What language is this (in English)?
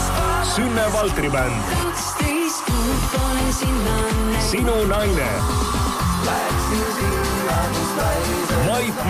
Estonian